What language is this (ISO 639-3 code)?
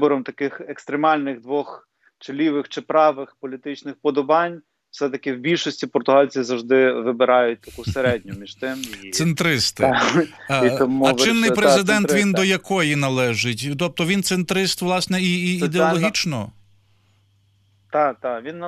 ukr